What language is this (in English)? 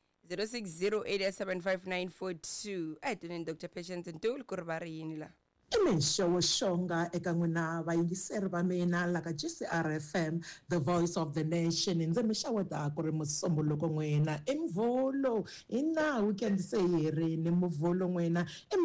Tsonga